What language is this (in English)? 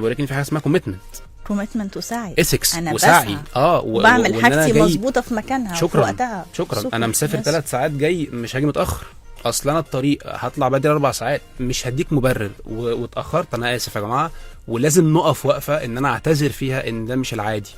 Egyptian Arabic